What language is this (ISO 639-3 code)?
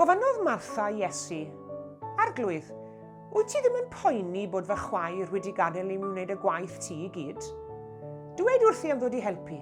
cym